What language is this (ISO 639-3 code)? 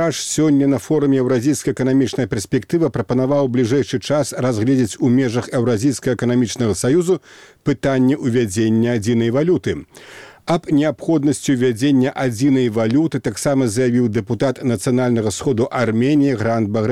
bel